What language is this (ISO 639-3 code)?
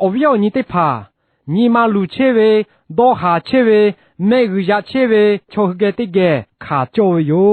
lhu